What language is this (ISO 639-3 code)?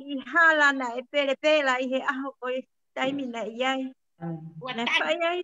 ton